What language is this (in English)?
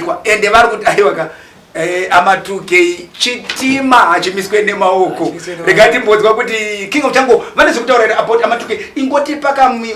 Shona